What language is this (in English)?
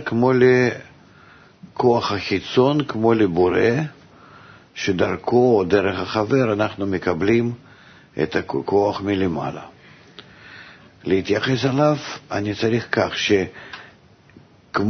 Hebrew